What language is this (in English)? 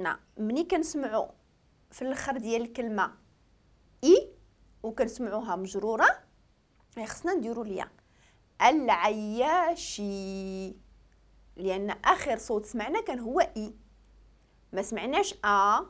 Moroccan Arabic